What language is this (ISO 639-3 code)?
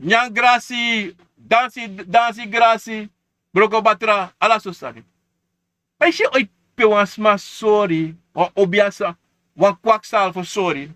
srn